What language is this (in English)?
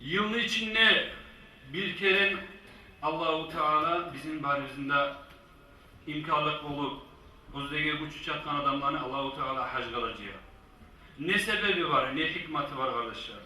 Kumyk